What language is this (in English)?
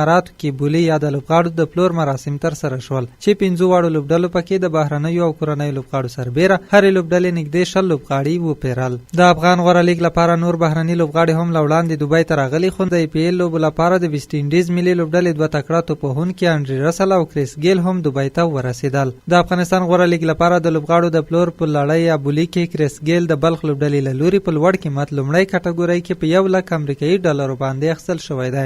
Pashto